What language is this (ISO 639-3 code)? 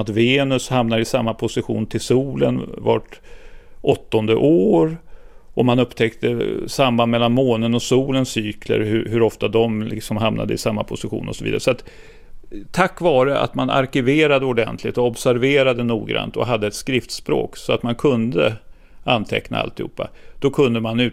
swe